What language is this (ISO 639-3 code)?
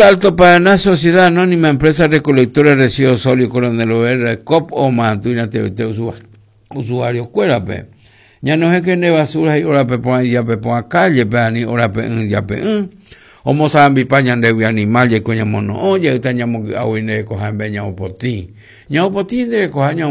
grn